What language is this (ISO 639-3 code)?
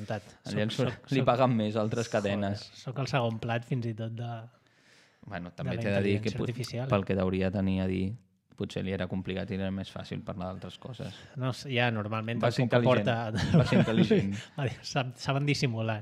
cat